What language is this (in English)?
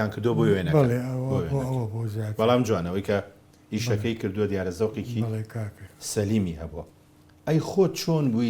Central Kurdish